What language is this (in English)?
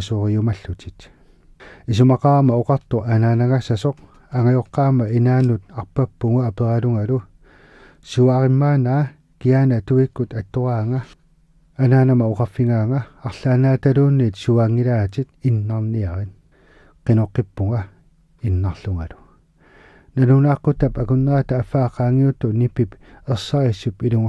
Kalaallisut